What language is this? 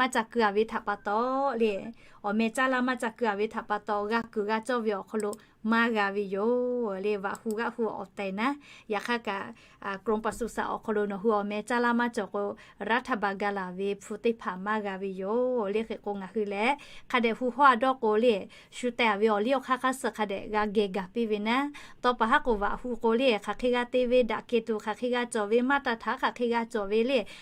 Lahu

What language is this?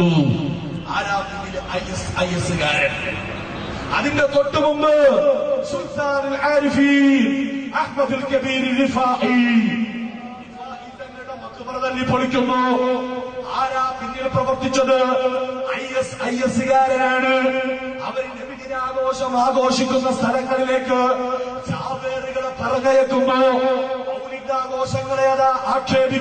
Malayalam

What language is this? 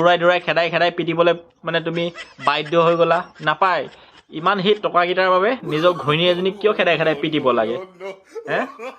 Assamese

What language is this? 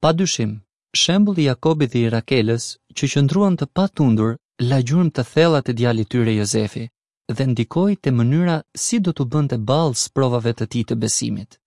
Albanian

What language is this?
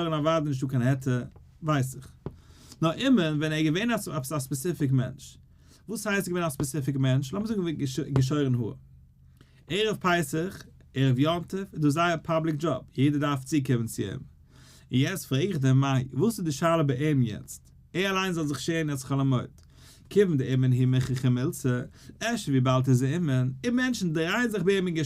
Yiddish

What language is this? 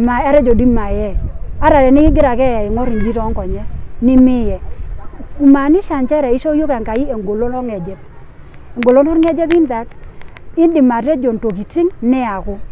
Masai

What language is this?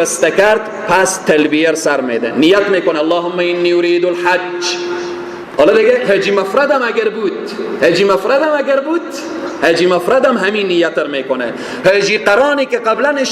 Persian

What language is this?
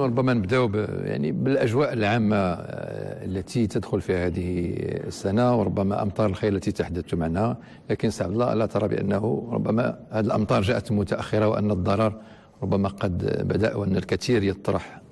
Moroccan Arabic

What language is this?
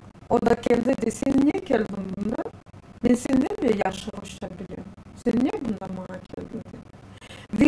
Crimean Tatar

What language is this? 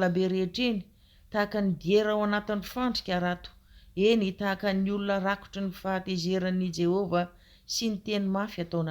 Malagasy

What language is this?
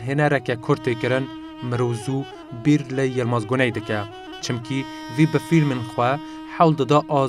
Kurdish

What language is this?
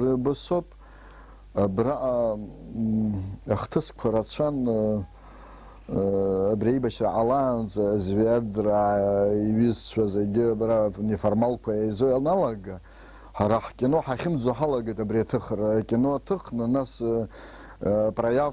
Abkhazian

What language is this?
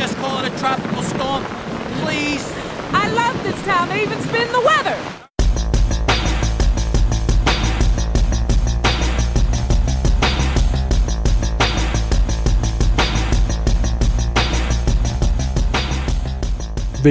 Danish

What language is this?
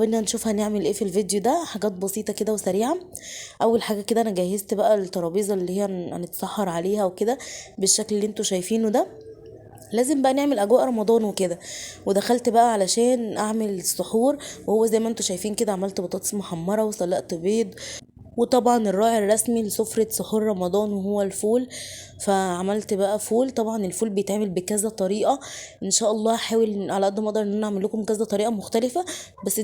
Egyptian Arabic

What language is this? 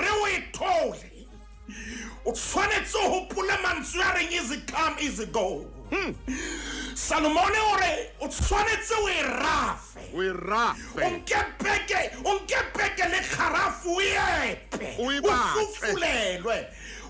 Southern Sotho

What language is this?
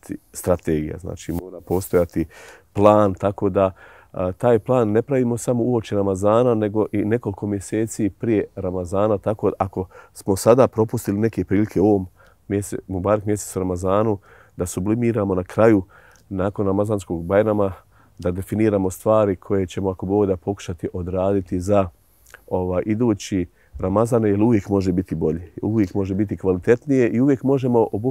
Bosnian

